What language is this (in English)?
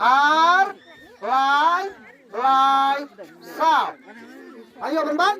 Khasi